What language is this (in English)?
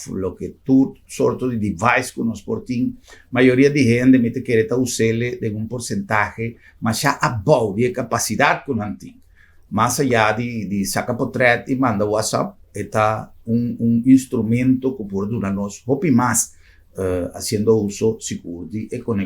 Papiamento